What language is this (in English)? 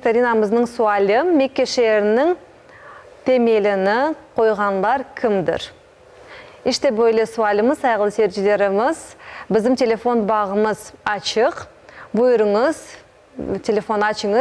Crimean Tatar